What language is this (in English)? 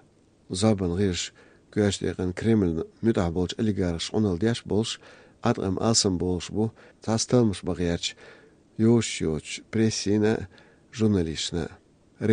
Chechen